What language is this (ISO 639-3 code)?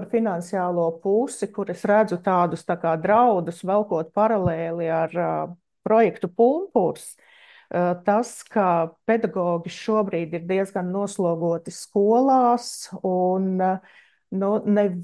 lav